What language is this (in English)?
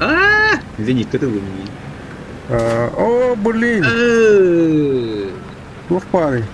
Yakut